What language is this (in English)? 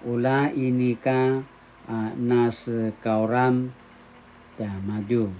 Paiwan